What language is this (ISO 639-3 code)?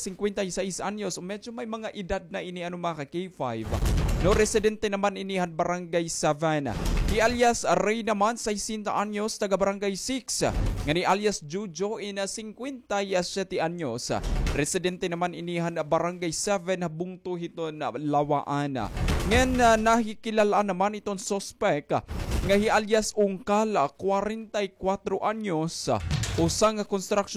war